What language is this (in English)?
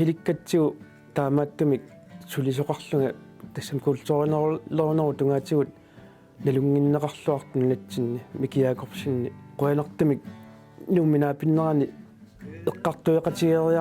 Kalaallisut